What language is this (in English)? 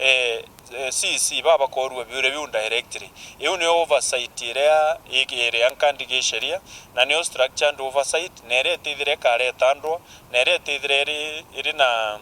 Meru